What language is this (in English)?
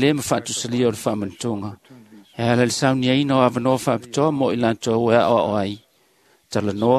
Samoan